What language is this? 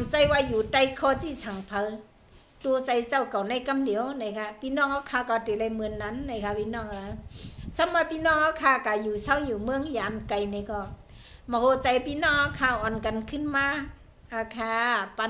Shan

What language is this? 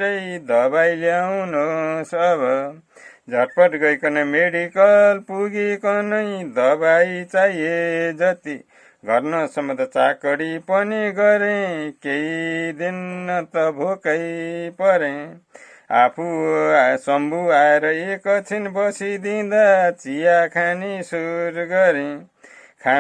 Nepali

